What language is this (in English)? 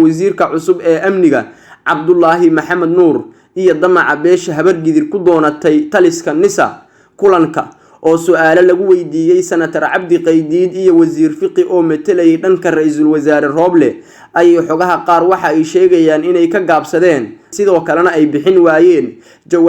Somali